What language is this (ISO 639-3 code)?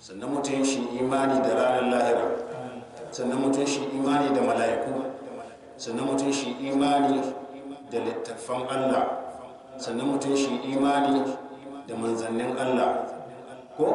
hau